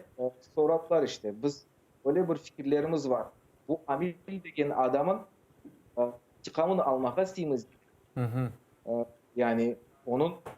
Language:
Crimean Tatar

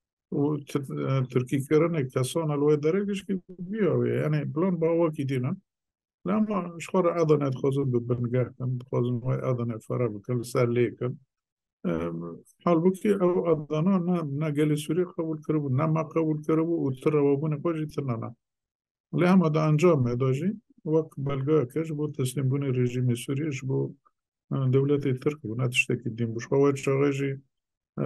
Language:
Kurdish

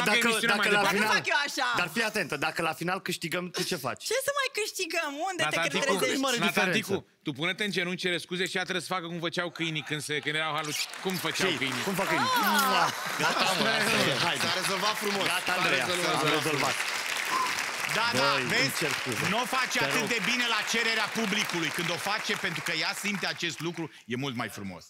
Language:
Romanian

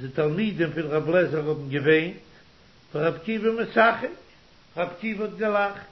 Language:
Yiddish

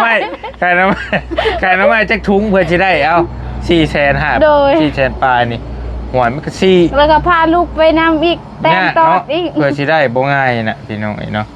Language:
Northeastern Thai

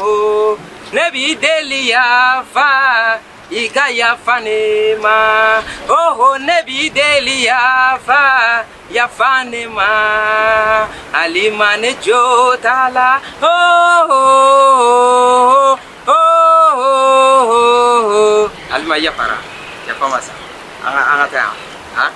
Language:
Bambara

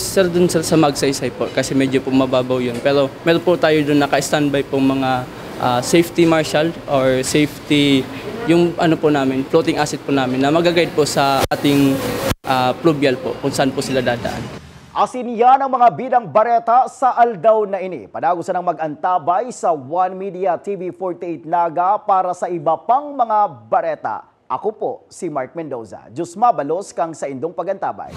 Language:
Bikol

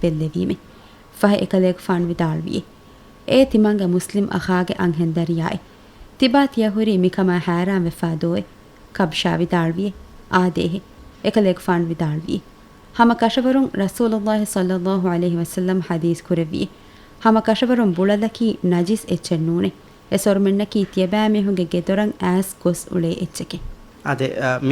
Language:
Divehi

